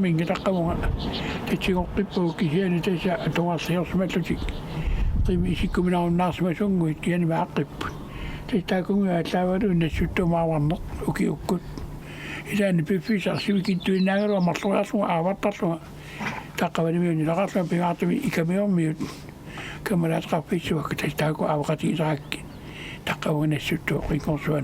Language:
Kalaallisut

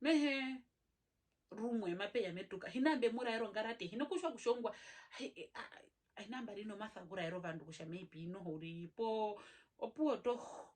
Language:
Herero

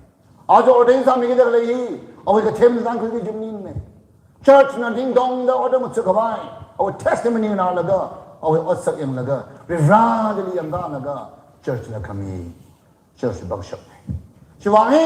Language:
Tangkhul Naga (India)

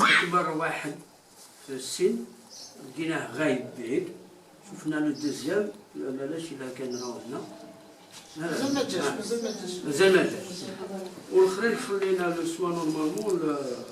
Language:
Algerian Arabic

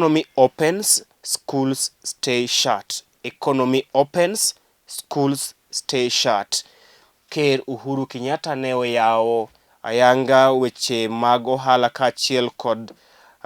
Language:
Luo (Kenya and Tanzania)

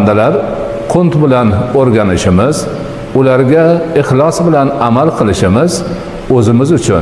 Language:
Uzbek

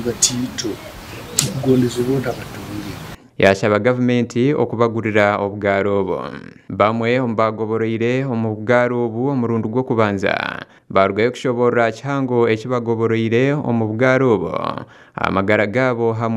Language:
Nyankole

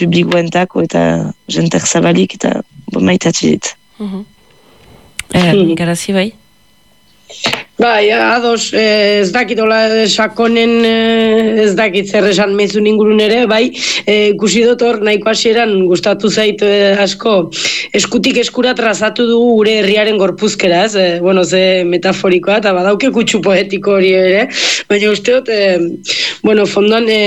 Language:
Basque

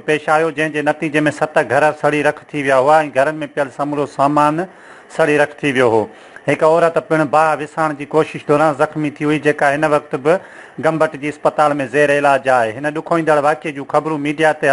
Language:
Sindhi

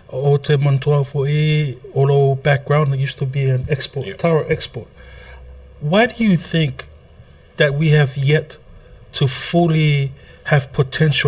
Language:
Samoan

